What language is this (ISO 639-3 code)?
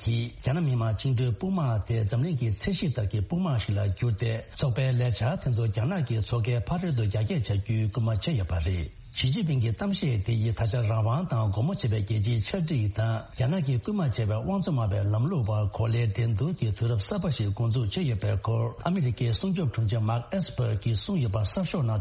bod